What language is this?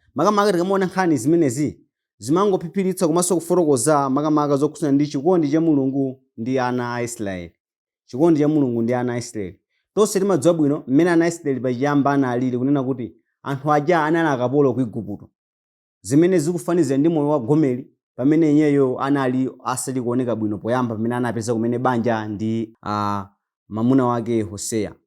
Nyanja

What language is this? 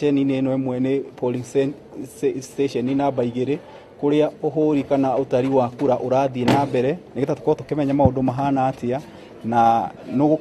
Kikuyu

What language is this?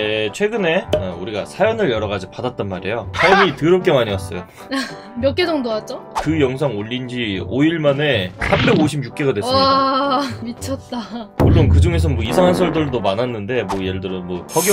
Korean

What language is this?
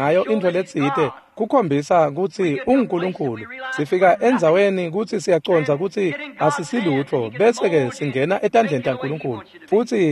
Swati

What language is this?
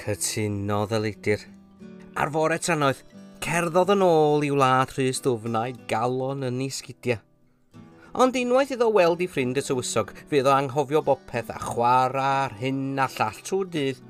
Welsh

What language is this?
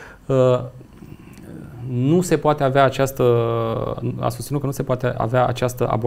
Romanian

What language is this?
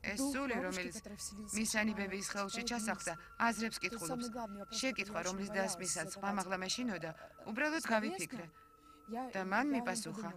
Georgian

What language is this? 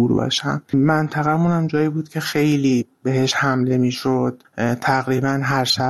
Persian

